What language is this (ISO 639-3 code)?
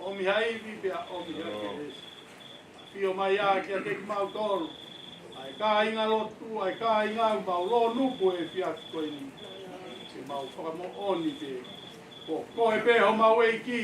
ton